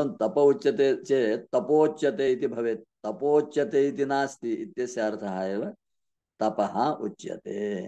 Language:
Sanskrit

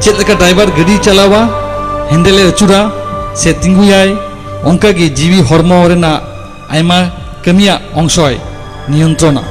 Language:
Santali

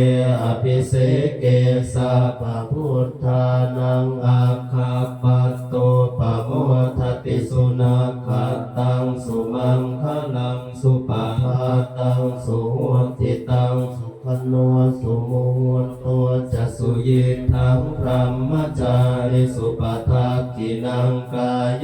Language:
Pali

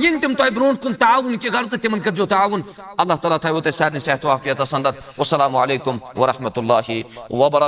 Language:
Kashmiri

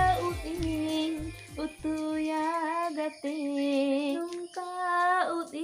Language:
Santali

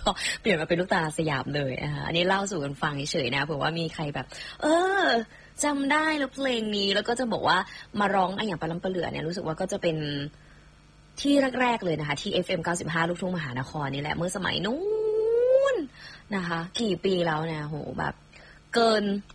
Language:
Thai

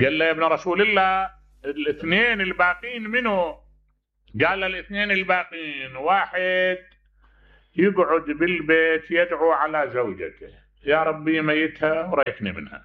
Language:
Mesopotamian Arabic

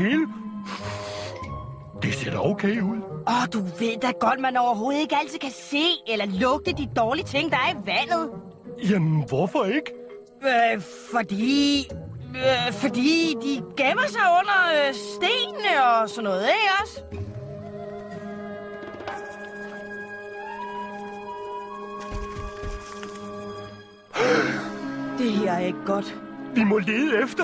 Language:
Danish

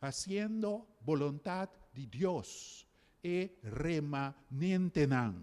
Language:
Papiamento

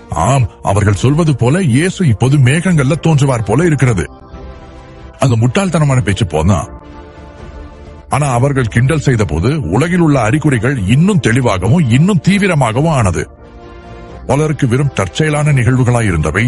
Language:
Tamil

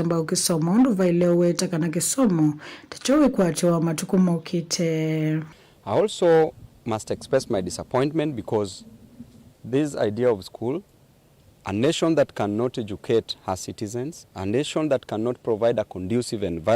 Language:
Kamba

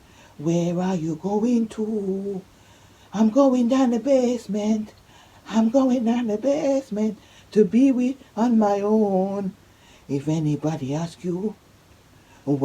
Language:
Jamaican Creole English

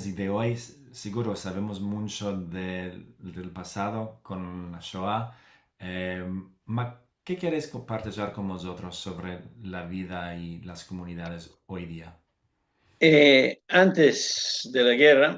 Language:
Ladino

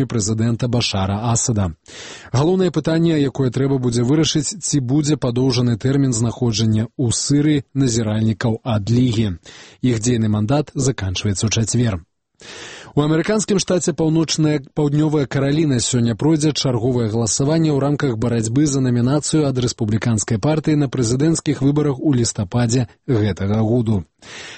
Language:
Belarusian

